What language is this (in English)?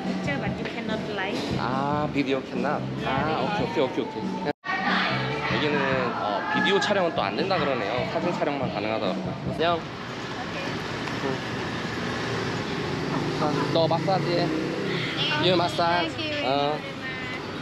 Korean